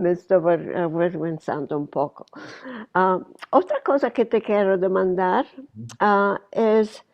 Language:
Ladino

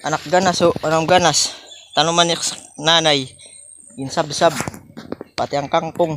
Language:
Waray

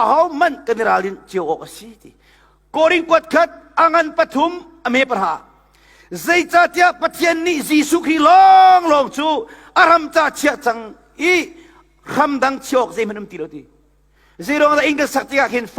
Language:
Hakha Chin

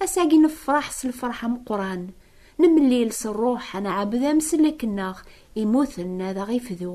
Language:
Kabyle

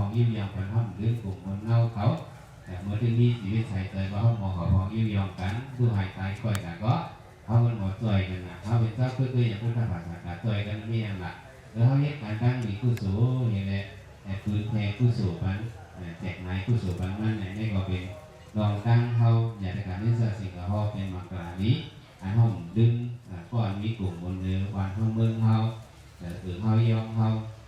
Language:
Shan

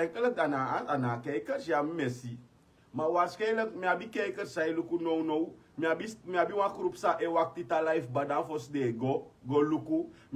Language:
Sranan Tongo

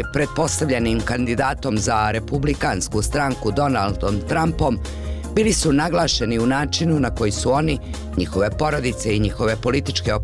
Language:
Serbian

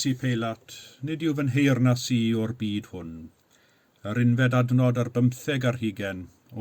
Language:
Welsh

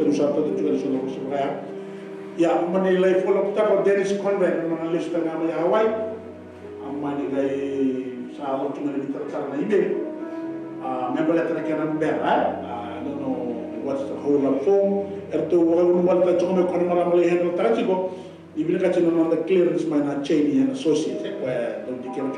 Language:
Fijian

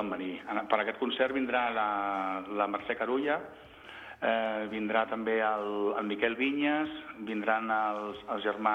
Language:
Catalan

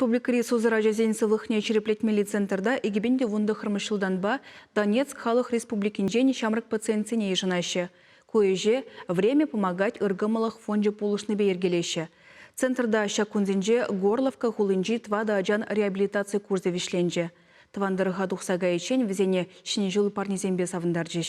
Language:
Chuvash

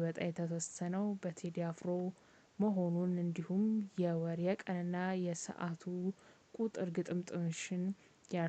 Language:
Amharic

